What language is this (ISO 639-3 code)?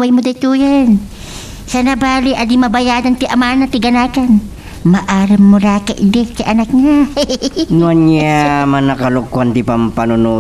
ilo